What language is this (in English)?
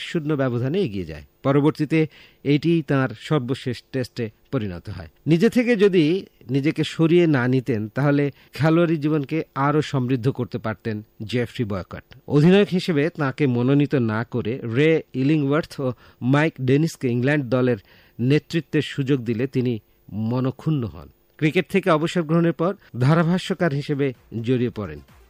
Bangla